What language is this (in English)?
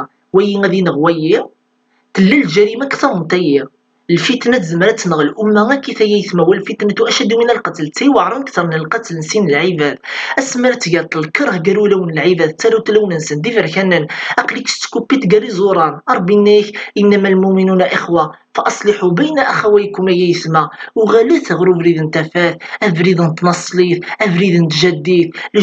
Kabyle